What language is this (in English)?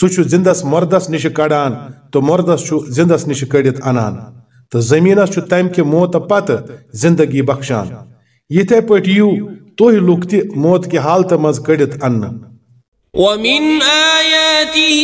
Kashmiri